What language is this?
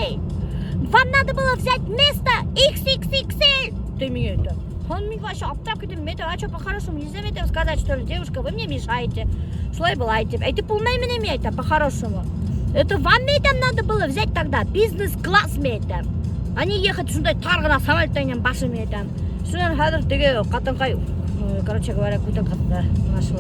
Bashkir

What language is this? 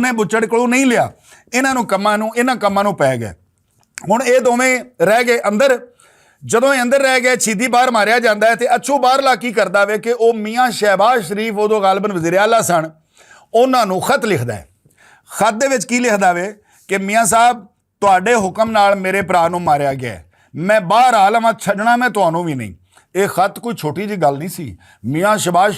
Western Panjabi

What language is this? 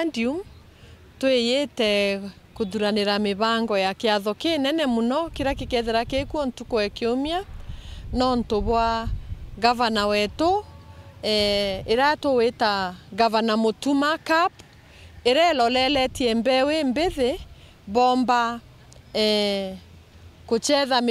Meru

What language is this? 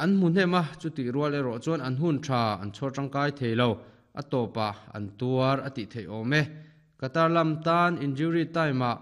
Mizo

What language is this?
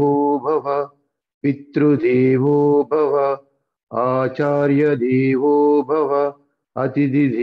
Telugu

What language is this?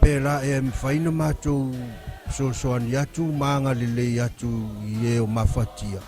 Samoan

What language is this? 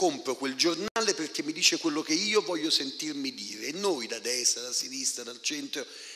Italian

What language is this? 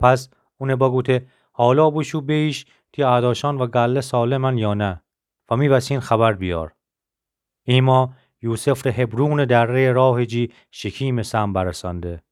Gilaki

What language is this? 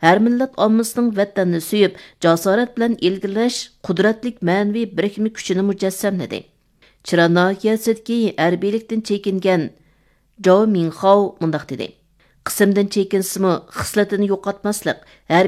Uyghur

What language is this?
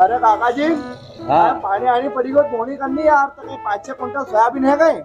Rajasthani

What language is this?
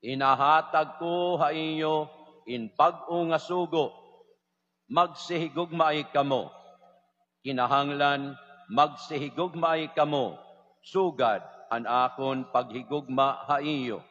Waray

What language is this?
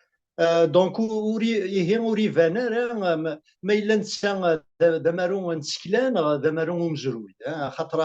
Kabyle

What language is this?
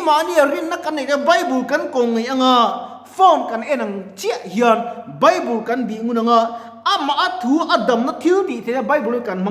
Mizo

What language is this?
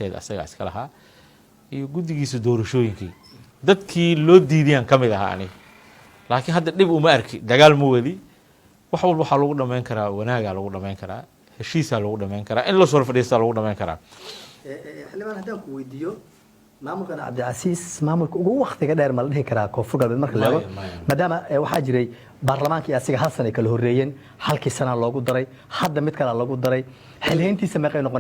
Somali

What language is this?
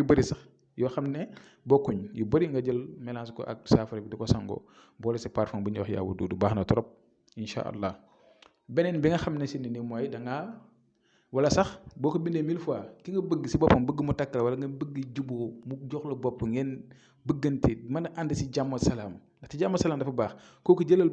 Wolof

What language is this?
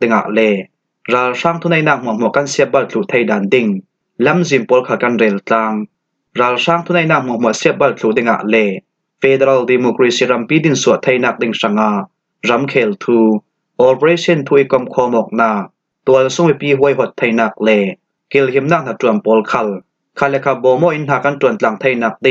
Falam Chin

